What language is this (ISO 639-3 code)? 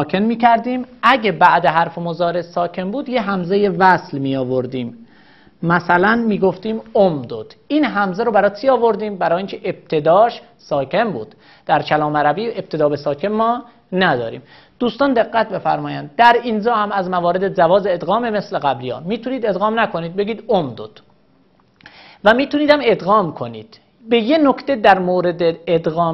fas